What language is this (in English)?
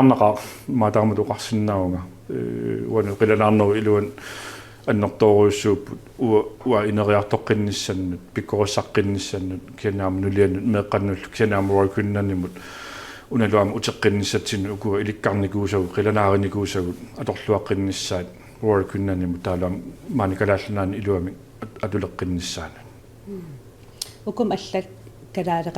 Kalaallisut